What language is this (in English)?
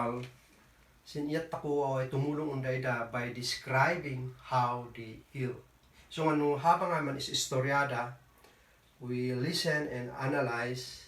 Kankanaey